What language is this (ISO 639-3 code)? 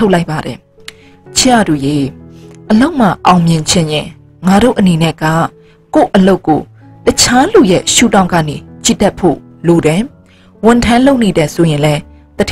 mya